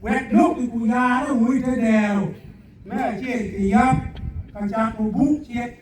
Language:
Acoli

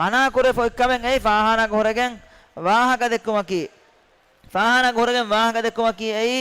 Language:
Divehi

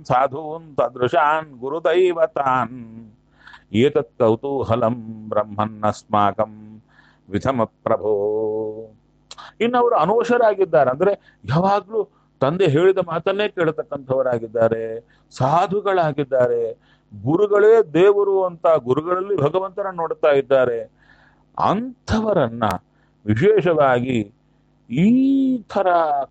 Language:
Kannada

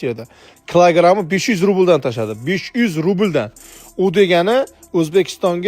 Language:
Uzbek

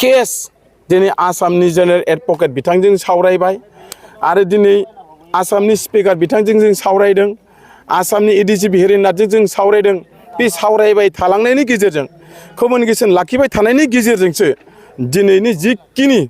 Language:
Bodo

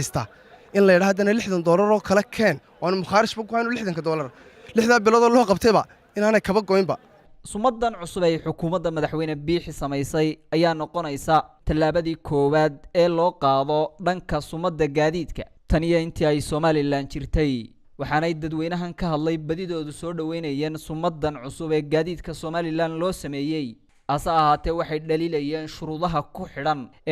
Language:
Somali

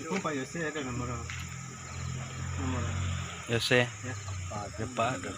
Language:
Minangkabau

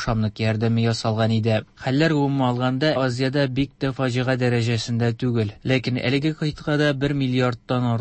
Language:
Tatar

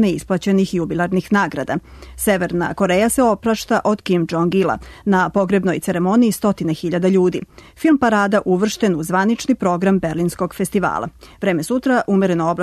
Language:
Serbian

